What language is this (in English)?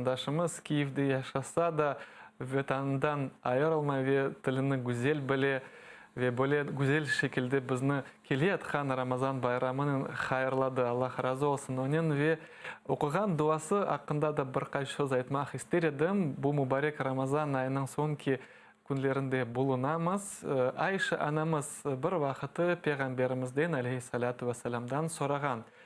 Crimean Tatar